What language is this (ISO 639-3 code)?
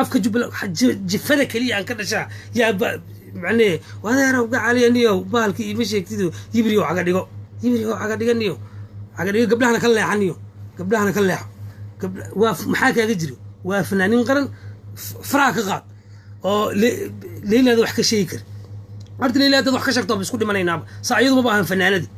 som